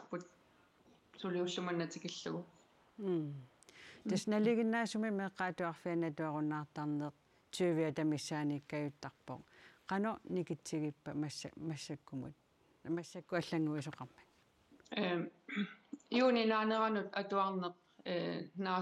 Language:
Kalaallisut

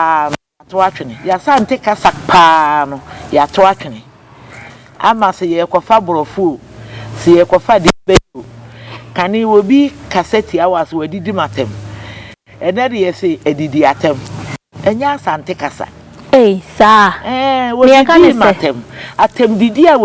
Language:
Akan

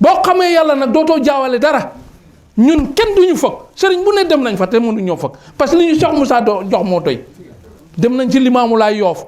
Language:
Wolof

